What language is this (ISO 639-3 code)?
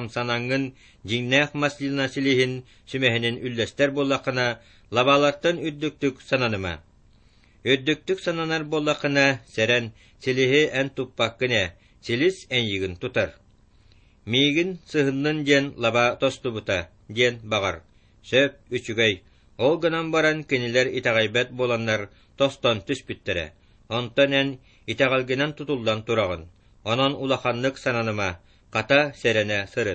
sah